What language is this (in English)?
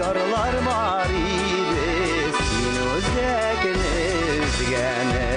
Bashkir